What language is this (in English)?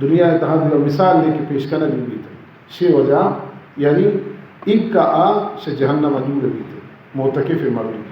Baluchi